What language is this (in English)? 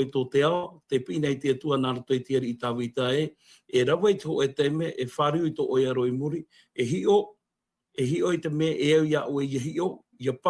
Tahitian